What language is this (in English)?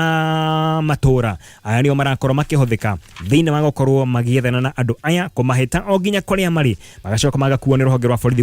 Kikuyu